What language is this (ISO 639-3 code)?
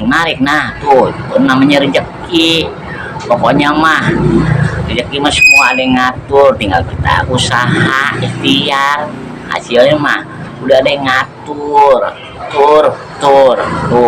bew